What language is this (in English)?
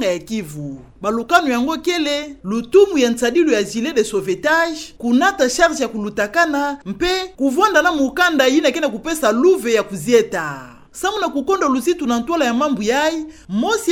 Kituba (Democratic Republic of Congo)